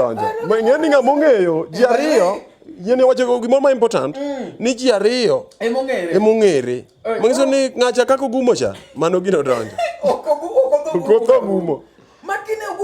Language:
Luo (Kenya and Tanzania)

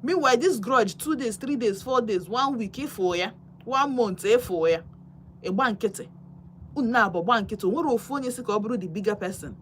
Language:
Igbo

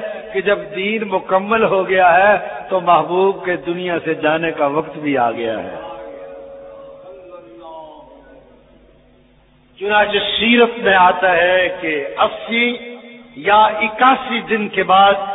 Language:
Urdu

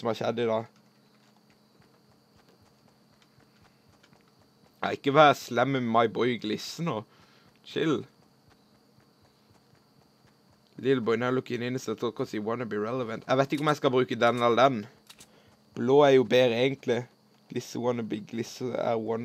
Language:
Norwegian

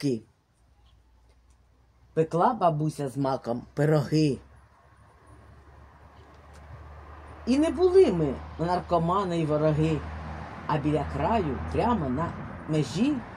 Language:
Ukrainian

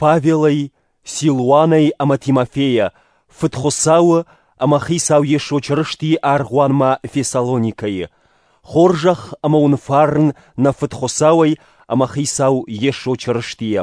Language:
Ossetic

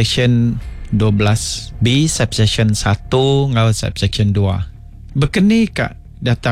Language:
Iban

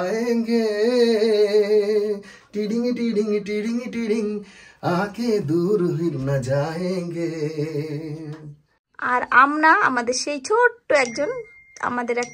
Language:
Bangla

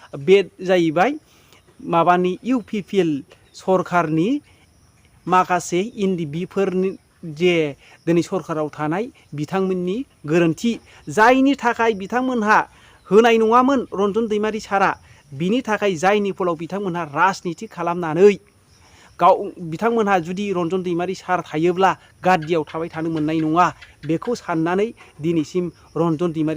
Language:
Bodo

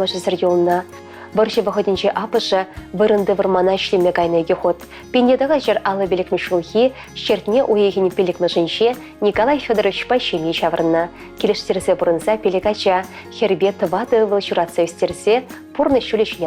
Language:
Chuvash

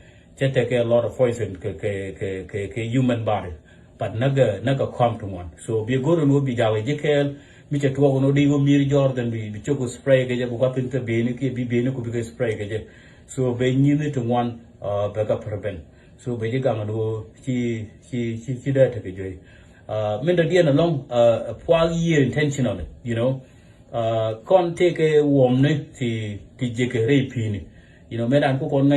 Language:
Nuer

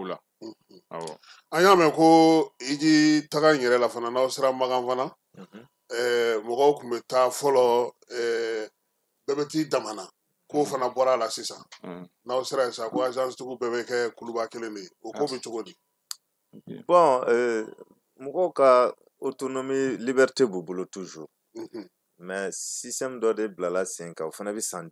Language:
Bambara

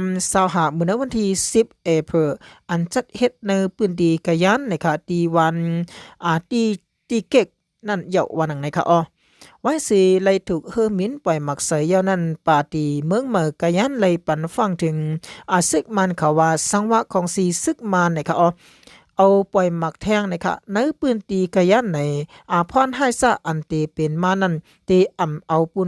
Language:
Shan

